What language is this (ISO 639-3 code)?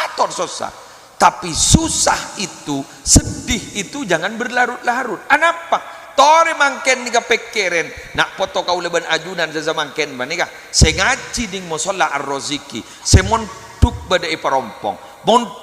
mad